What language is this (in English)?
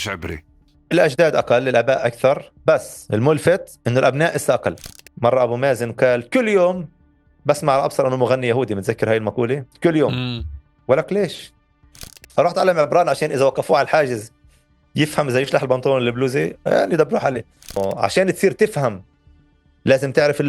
North Levantine Arabic